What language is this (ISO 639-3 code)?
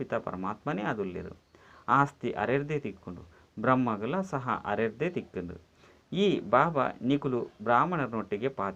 tcy